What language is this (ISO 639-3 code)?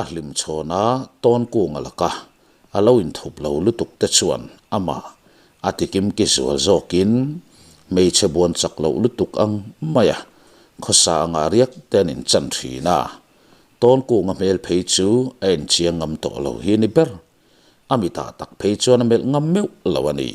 lus